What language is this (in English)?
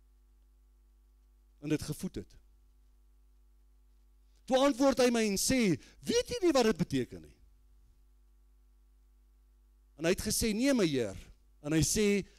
Afrikaans